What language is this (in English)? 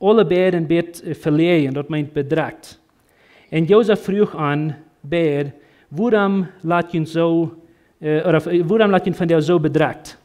Plautdietsch